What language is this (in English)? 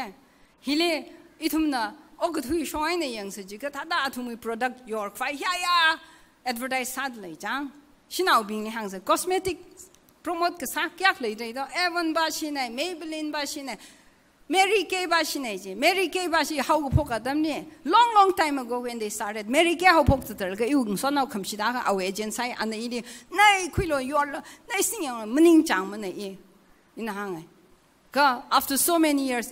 Tangkhul Naga (India)